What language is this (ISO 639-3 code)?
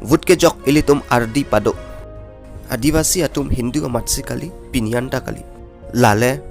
mjw